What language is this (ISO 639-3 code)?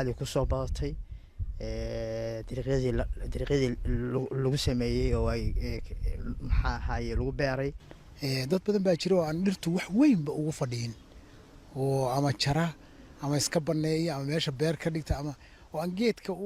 som